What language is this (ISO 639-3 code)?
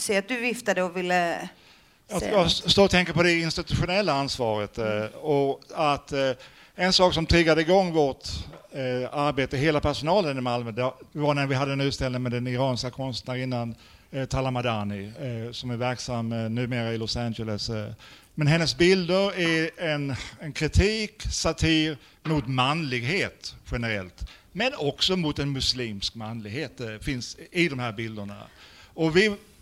swe